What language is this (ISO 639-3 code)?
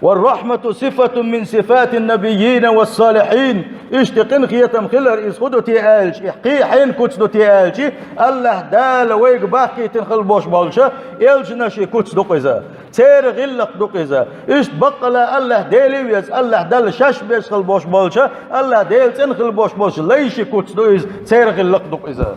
che